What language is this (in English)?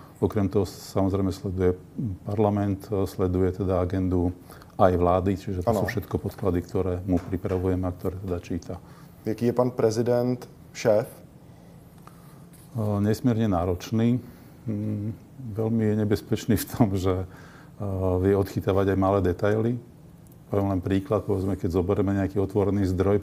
Slovak